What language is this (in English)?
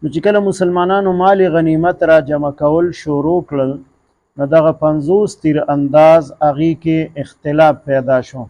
Pashto